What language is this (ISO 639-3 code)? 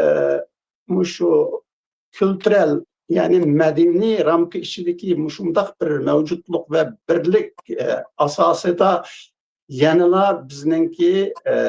uig